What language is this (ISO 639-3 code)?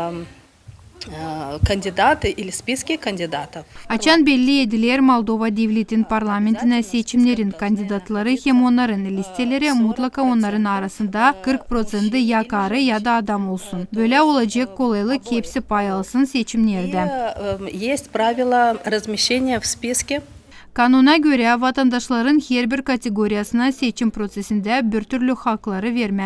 gag